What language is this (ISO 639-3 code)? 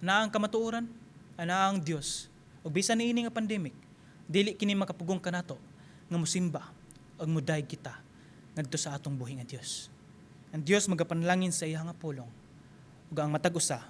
ceb